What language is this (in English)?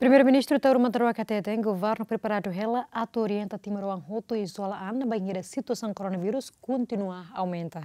Tetum